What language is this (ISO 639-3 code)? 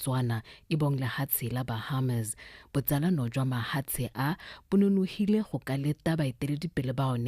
tsn